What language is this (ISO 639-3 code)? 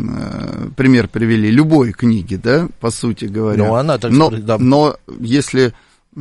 rus